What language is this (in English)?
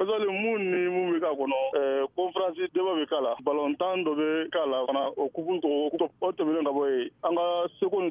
Bambara